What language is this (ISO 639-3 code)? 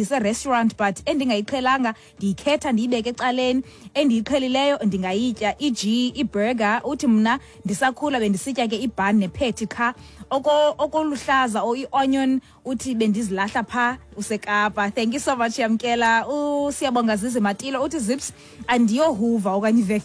xho